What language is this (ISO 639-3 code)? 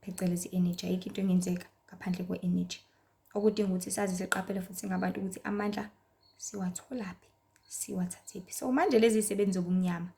zul